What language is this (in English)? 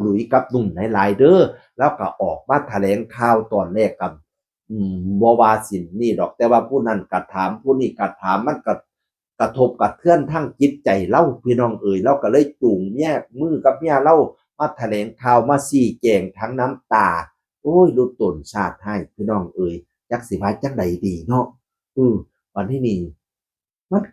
Northeastern Thai